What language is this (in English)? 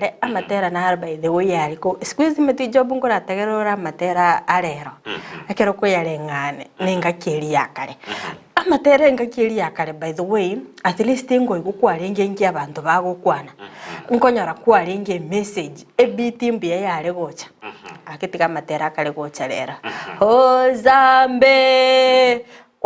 Gusii